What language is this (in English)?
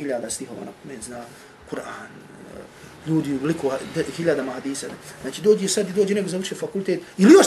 Bosnian